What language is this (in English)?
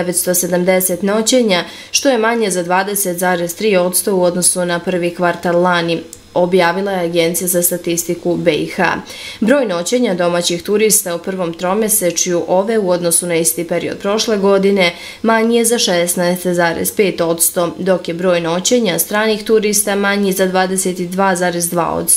Bosnian